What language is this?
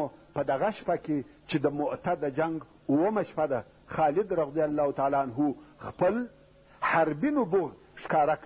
Pashto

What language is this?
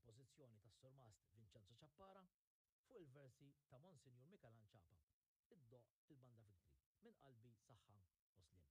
Maltese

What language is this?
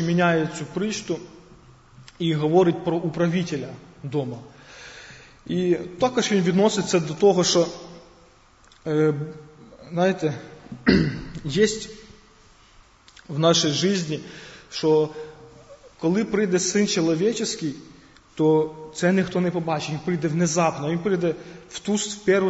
Ukrainian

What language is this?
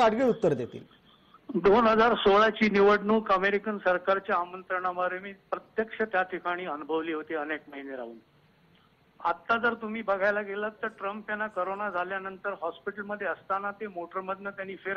Marathi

